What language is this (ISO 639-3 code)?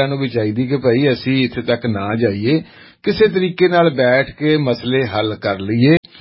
pan